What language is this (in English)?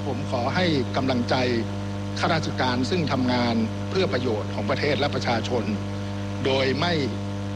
Thai